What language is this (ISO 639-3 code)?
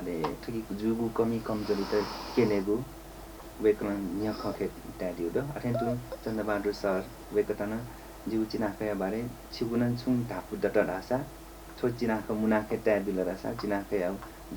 new